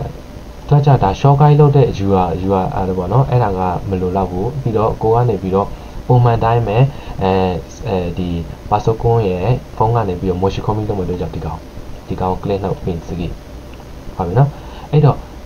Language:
Burmese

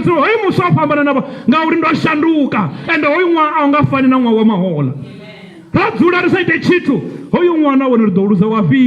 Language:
Venda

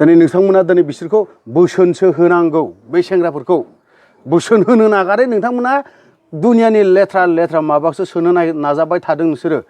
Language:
Bodo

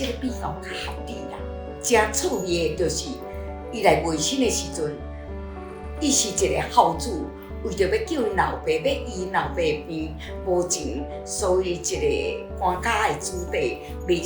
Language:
Min Nan Chinese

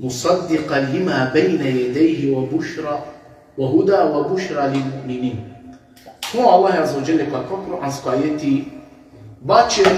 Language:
Balkan Romani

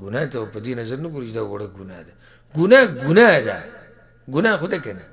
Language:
Pashto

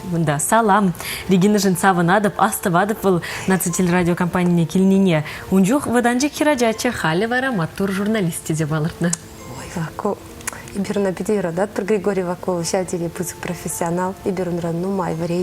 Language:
Chuvash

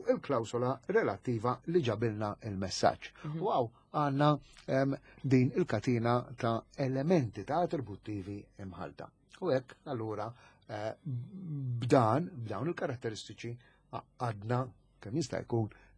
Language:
Maltese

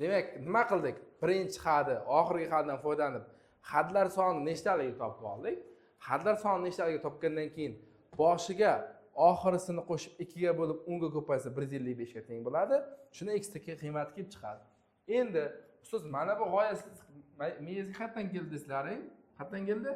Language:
Uzbek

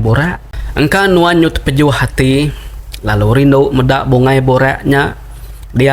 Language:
Iban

